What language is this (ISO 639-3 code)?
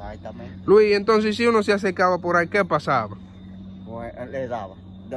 spa